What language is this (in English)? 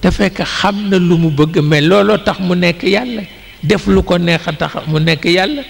Wolof